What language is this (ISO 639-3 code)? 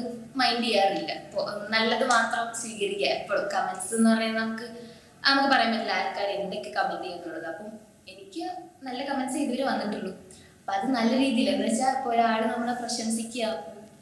mal